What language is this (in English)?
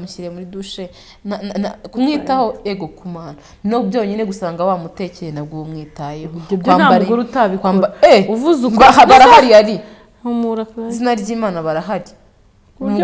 Kinyarwanda